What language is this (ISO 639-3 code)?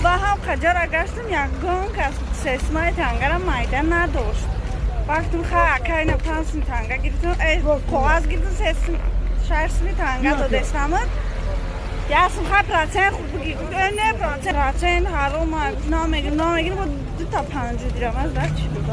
tgk